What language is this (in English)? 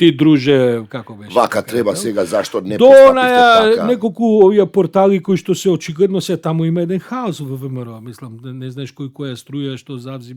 Macedonian